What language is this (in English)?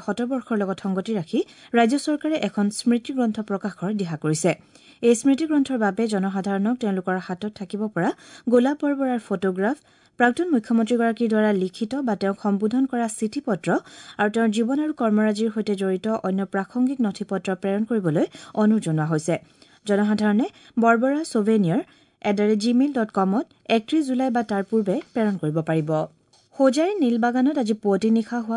Assamese